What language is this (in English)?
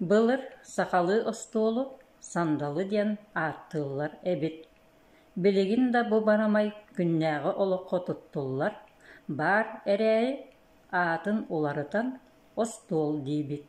Yakut